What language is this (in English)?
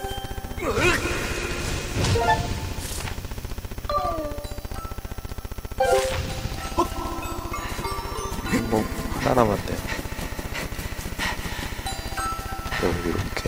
Korean